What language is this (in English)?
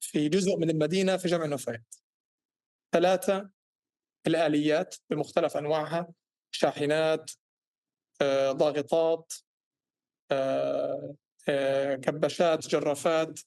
North Levantine Arabic